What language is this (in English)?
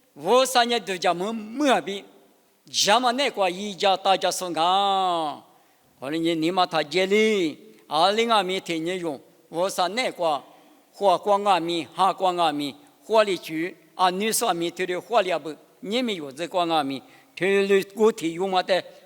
Lisu